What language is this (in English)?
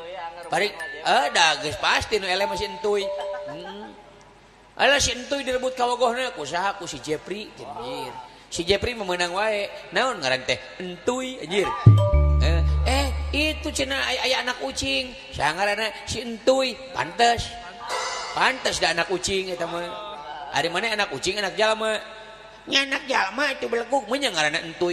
Sundanese